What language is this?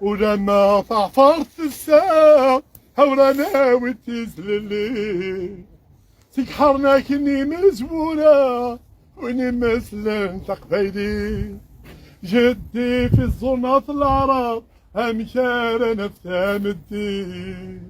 Kabyle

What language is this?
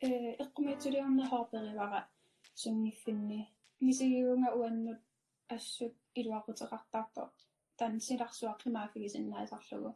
Kalaallisut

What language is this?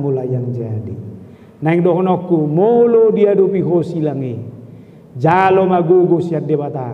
Batak Toba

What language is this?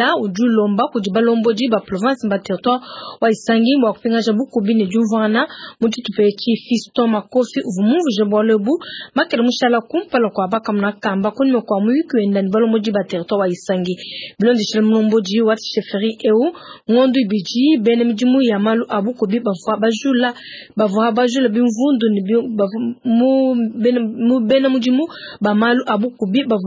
Luba-Lulua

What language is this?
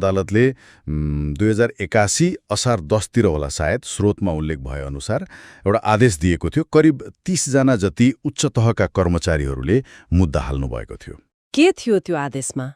Nepali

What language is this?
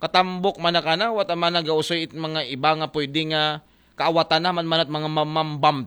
Aklanon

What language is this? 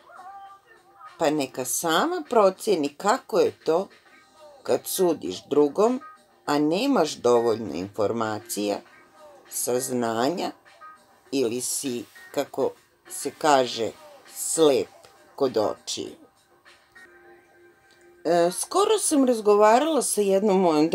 Serbian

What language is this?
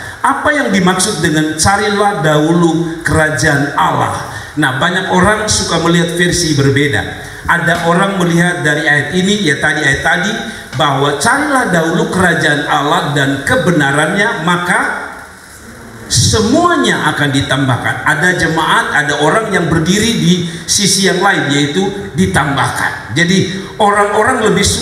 Indonesian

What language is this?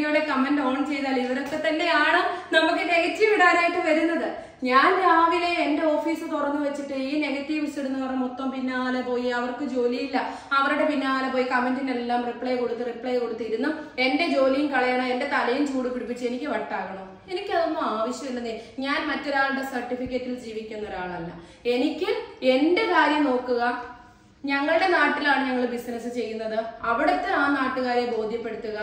Malayalam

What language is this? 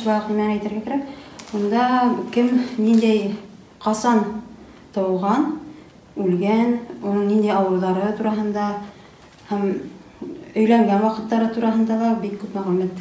Bashkir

